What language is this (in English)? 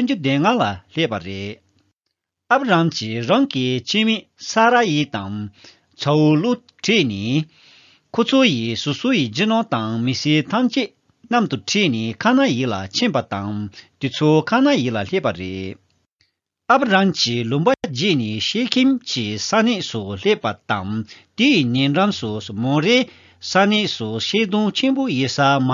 Tibetan